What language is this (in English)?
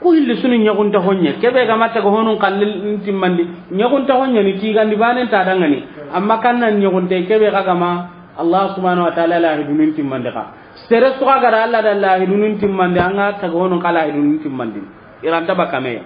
Soninke